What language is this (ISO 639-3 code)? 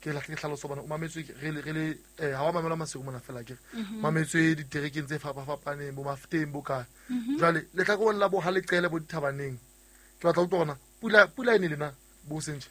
sot